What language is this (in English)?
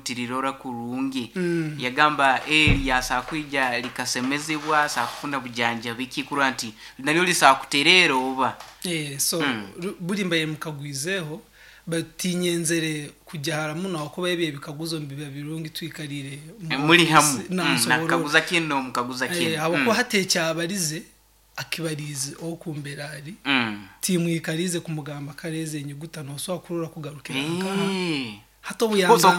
Nyoro